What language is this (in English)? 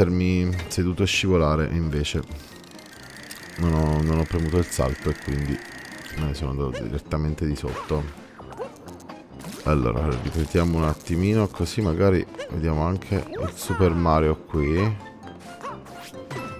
Italian